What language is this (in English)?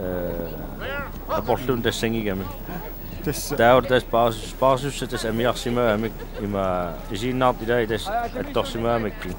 Kalaallisut